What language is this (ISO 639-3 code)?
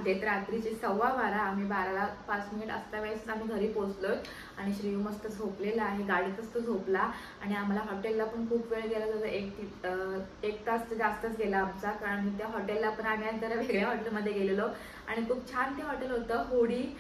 mar